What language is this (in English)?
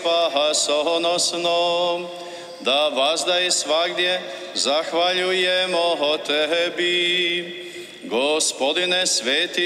Croatian